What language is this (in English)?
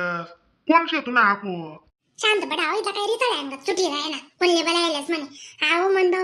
Khandesi